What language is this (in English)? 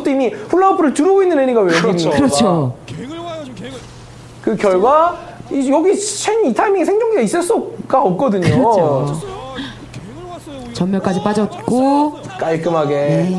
Korean